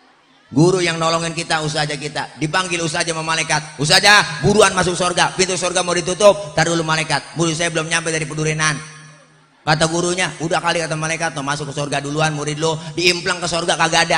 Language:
Betawi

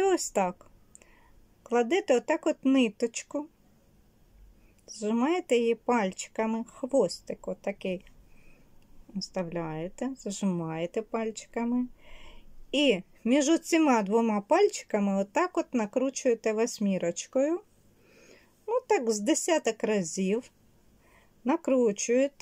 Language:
Ukrainian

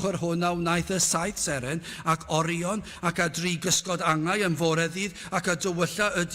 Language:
Welsh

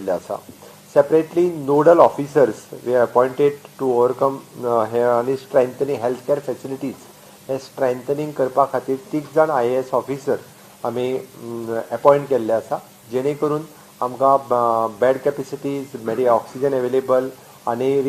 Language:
Konkani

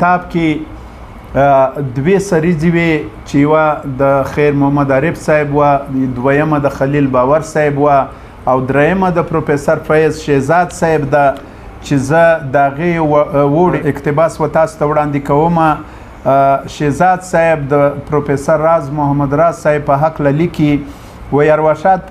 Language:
Pashto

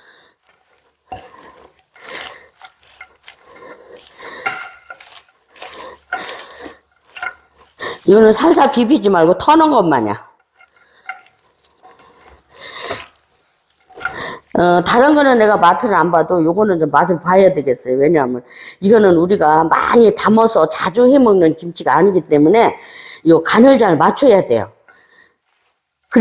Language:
Korean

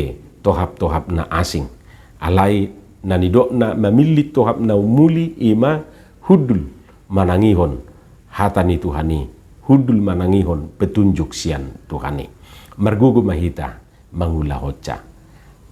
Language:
Batak Toba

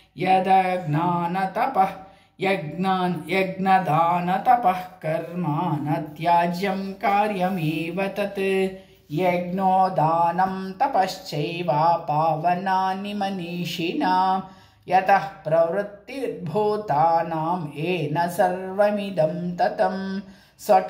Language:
Sanskrit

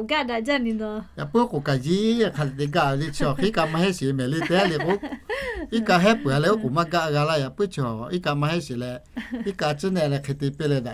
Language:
Lahu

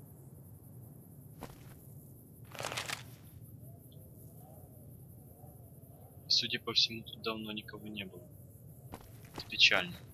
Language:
Russian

